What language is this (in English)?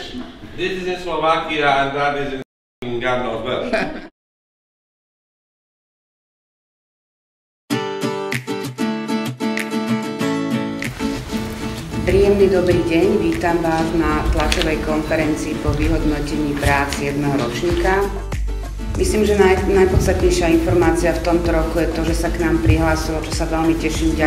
Slovak